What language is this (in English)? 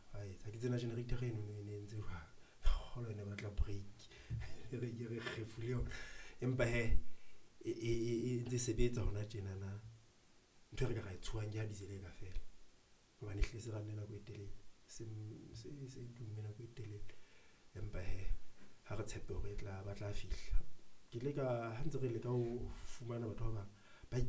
Southern Sotho